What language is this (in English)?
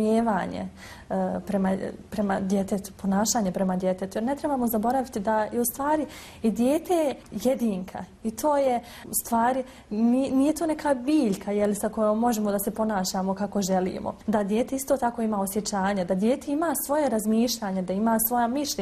Bosnian